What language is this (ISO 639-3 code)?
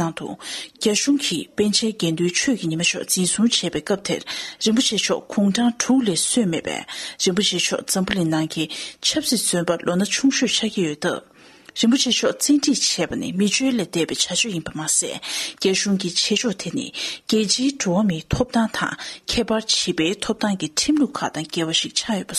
bod